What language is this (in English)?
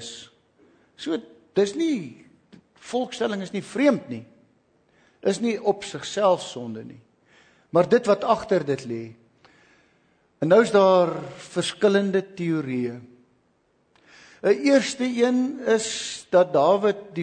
Afrikaans